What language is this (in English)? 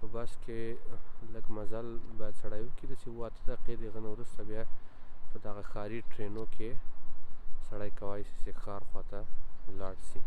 Pashto